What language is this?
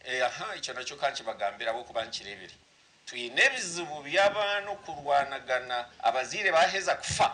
Nyankole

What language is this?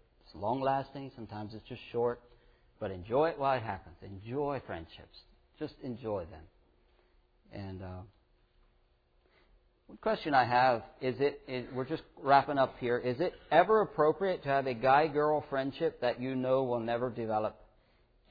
English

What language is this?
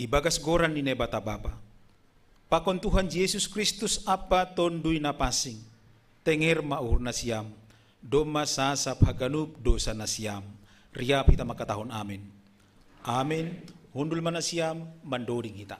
Batak Simalungun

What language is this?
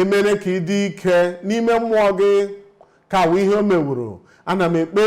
Igbo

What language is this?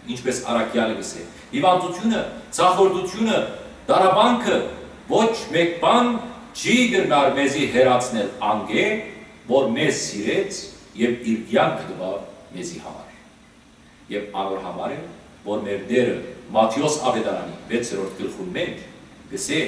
Western Armenian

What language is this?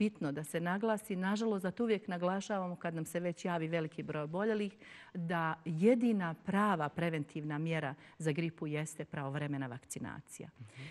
Bosnian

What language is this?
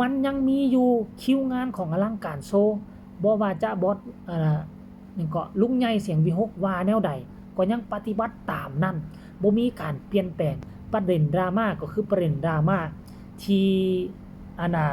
Northeastern Thai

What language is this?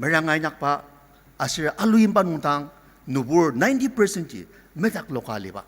Ao Naga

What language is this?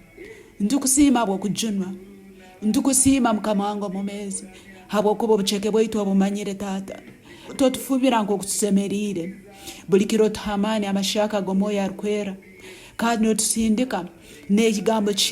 Nyankole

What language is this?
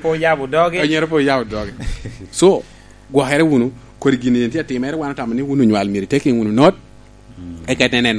Lango (Uganda)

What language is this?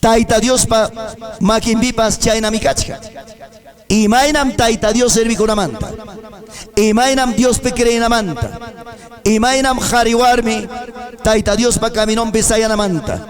Ayacucho Quechua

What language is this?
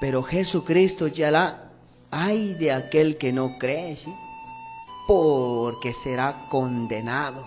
Q'anjob'al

